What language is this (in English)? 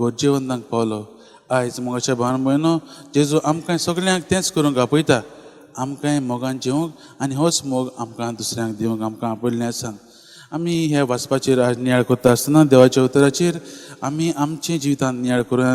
Konkani